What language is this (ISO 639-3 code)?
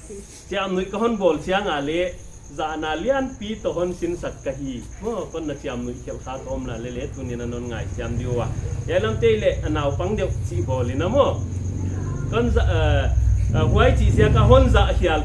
pck